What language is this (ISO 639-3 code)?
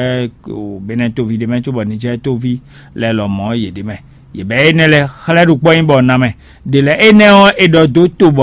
fon